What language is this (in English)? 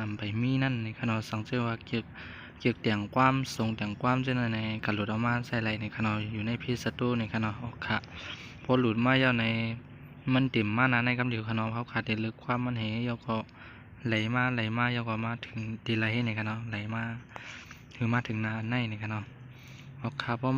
Shan